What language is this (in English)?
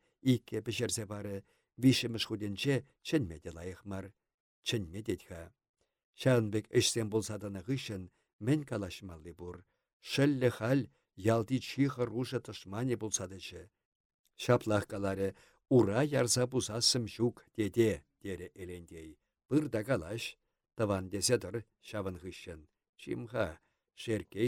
Chuvash